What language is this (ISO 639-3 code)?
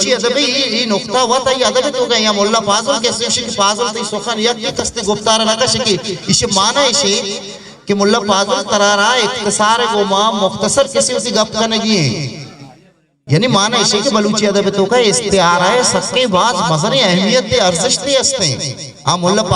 bgp